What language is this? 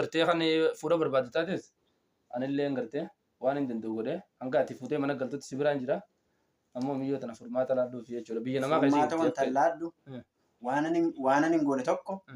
Oromo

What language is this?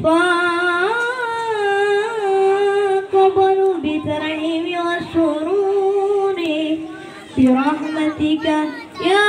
Betawi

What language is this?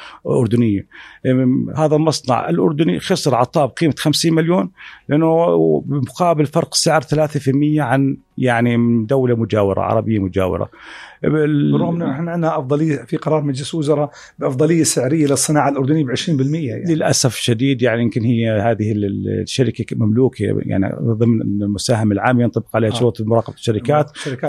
North Levantine Arabic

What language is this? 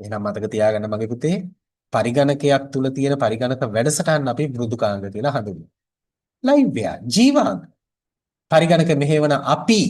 Sinhala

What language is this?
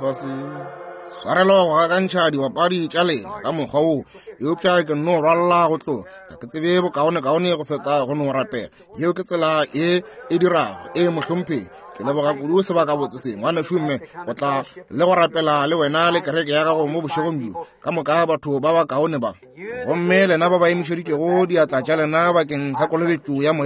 Northern Sotho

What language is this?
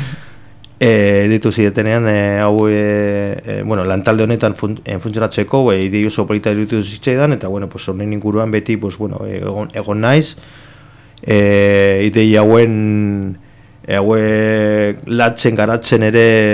Basque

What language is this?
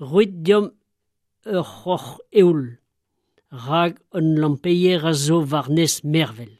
Breton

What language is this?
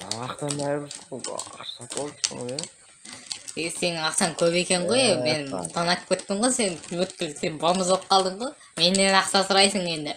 Kazakh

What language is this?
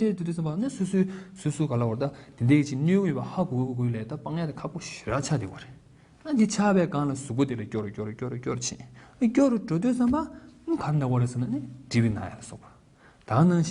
Tibetan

